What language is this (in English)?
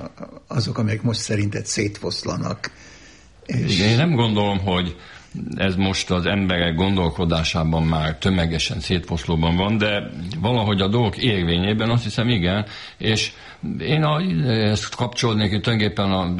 Hungarian